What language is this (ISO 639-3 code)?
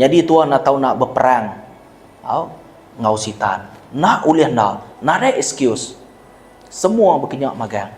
iba